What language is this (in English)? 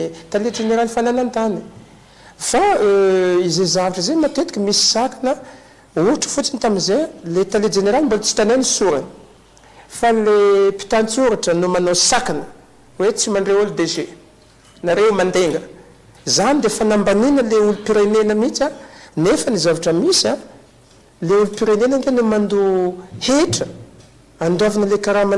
Malagasy